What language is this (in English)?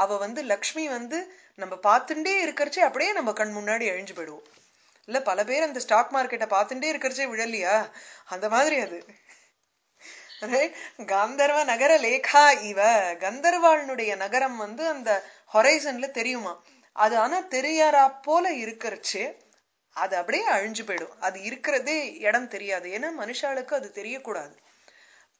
Tamil